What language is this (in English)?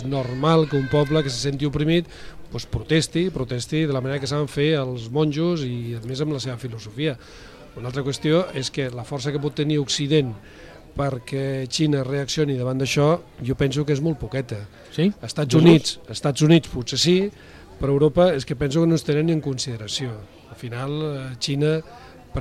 Catalan